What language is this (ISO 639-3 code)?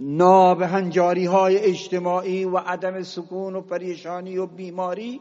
bgp